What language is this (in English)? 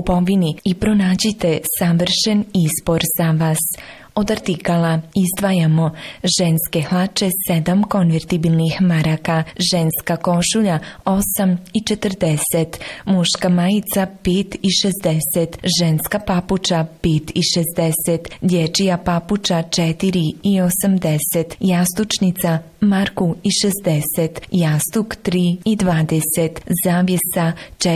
Bosnian